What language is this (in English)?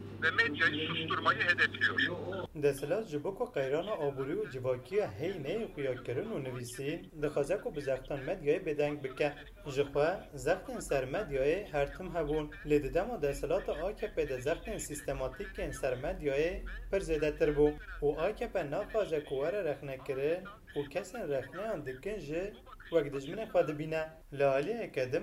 Kurdish